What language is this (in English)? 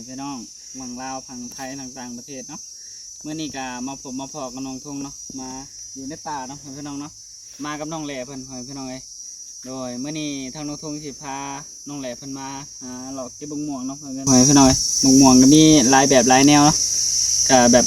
Northeastern Thai